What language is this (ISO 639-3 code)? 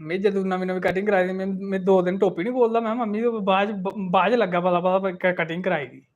doi